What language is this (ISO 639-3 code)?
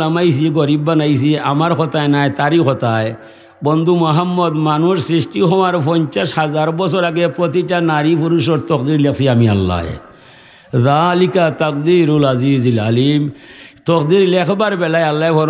syl